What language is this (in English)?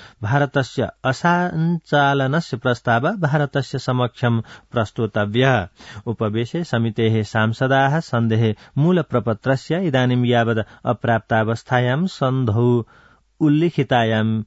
Sanskrit